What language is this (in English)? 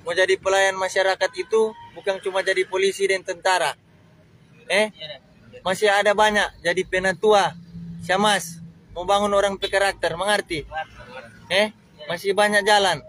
Manado Malay